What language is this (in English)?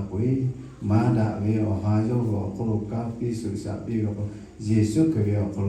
Lahu